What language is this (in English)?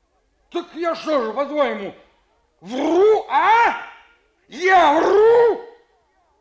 Russian